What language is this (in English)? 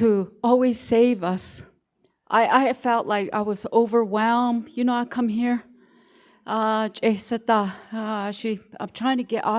Navajo